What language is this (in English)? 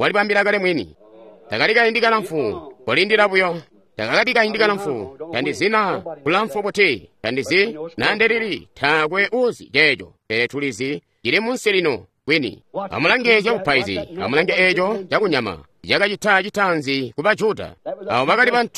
Tonga (Zambia)